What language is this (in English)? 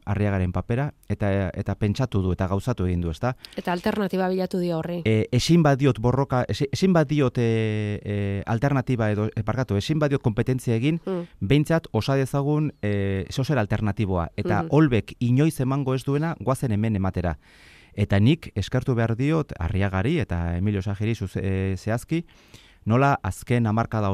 Basque